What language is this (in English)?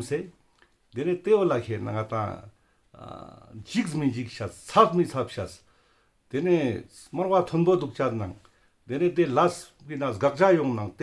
Ladakhi